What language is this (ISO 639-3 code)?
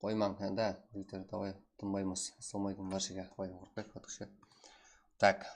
kaa